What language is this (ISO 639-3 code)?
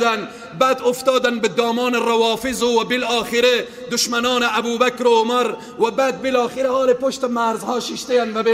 fas